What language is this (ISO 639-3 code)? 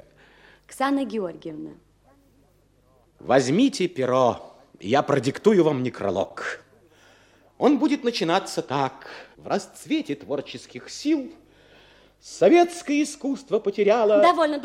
rus